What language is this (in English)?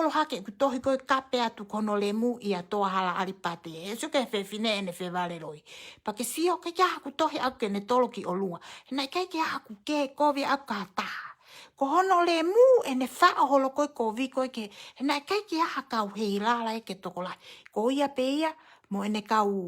Tongan